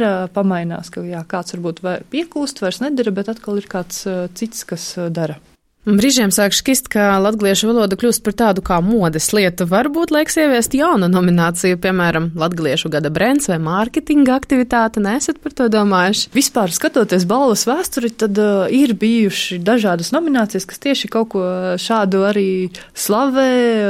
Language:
Latvian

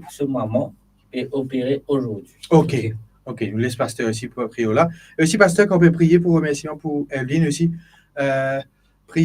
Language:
Morisyen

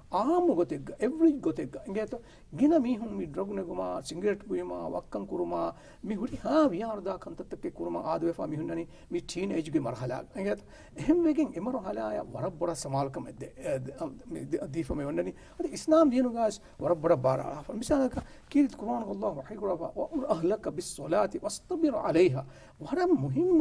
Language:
Divehi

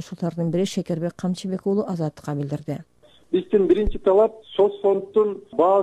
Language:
Kyrgyz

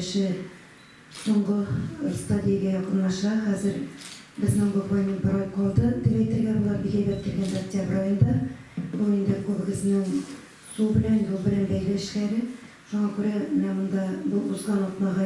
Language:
Tatar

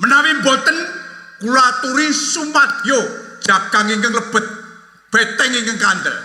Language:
Javanese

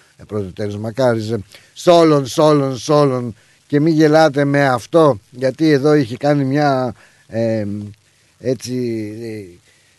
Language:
Greek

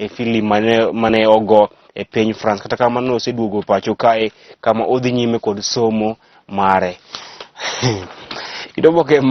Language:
Luo (Kenya and Tanzania)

